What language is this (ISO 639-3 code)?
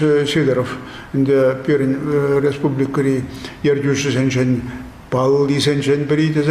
chv